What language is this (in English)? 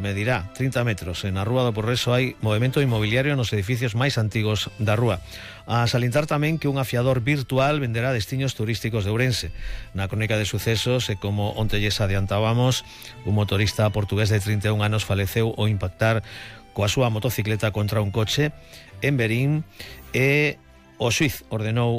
Galician